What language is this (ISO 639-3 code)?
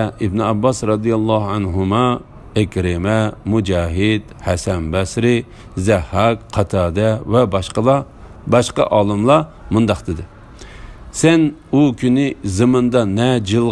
uig